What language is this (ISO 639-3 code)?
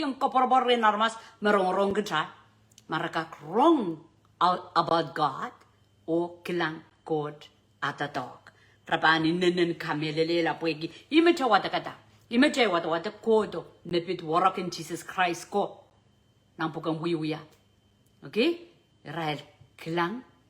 pon